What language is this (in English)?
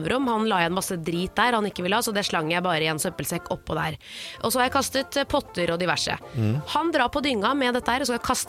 Norwegian